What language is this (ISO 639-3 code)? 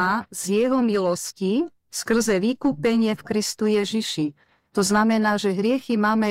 slk